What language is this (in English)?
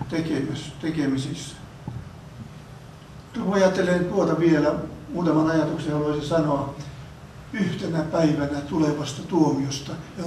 Finnish